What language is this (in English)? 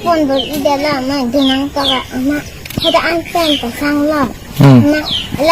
Karbi